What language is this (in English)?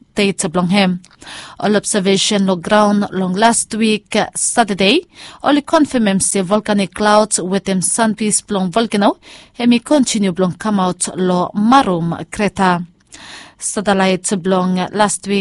Bislama